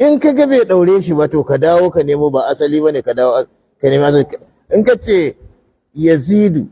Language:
Hausa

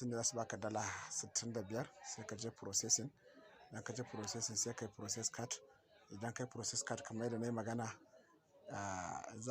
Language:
Hausa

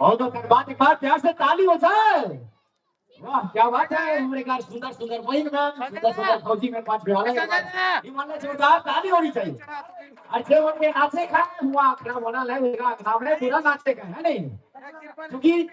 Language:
Sadri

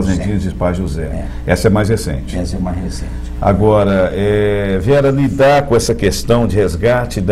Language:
Portuguese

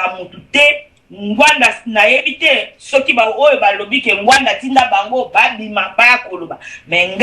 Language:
Lingala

